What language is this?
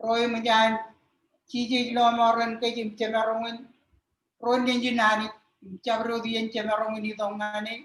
Marshallese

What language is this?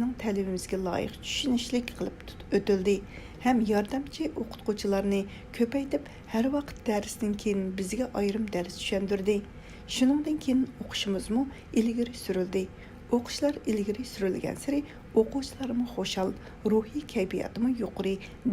Uyghur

